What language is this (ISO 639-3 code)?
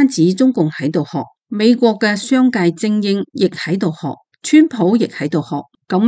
yue